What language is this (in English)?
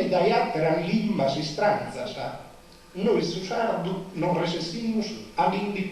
Sardinian